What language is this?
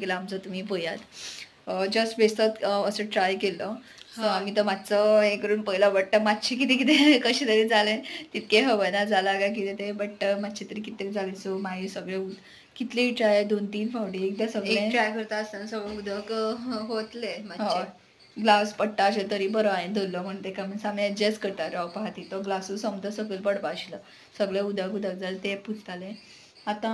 Konkani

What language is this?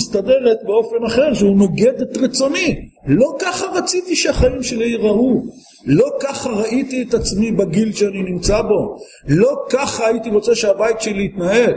Hebrew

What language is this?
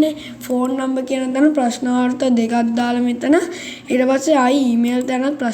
Sinhala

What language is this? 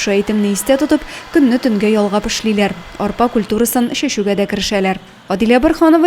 Tatar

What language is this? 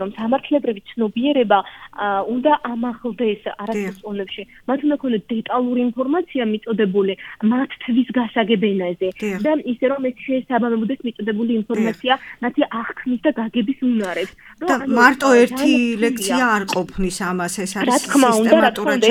Georgian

